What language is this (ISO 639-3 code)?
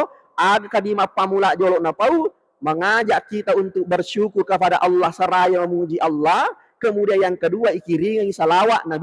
bug